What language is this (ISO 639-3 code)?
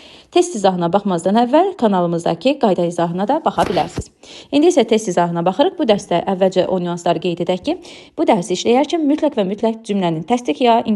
aze